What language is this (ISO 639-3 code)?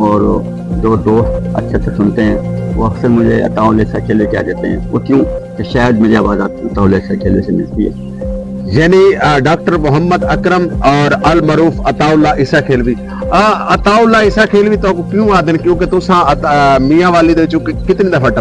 skr